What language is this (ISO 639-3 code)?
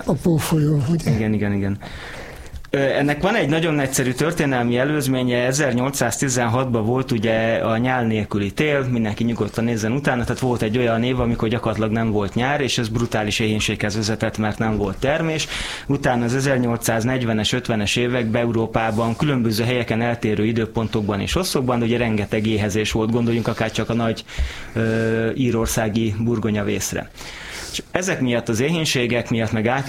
hun